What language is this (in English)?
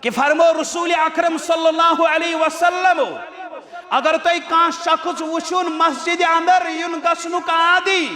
Kashmiri